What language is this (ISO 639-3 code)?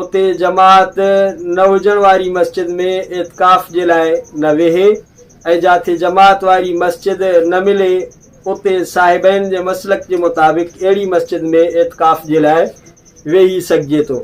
snd